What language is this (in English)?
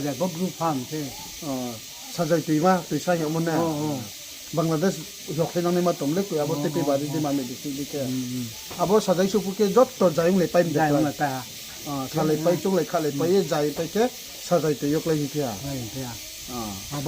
Riang (India)